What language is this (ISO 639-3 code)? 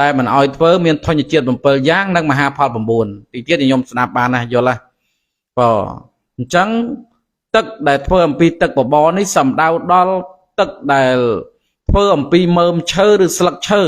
khm